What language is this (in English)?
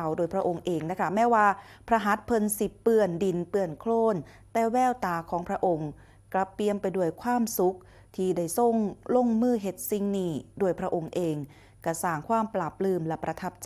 Northeastern Thai